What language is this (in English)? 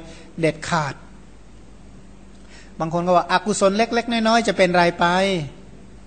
Thai